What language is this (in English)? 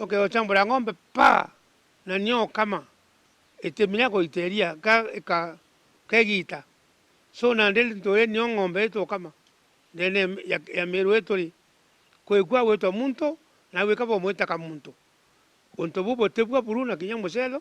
Meru